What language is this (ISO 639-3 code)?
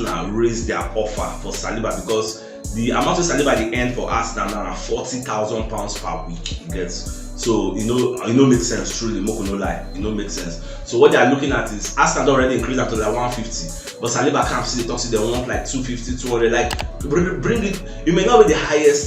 pcm